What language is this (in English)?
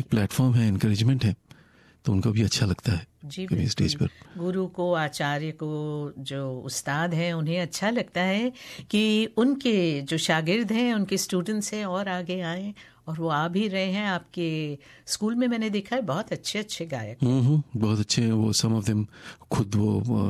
Hindi